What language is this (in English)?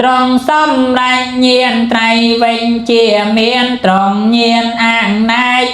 Khmer